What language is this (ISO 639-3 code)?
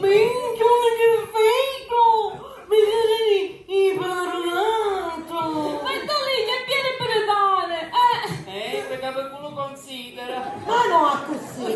scn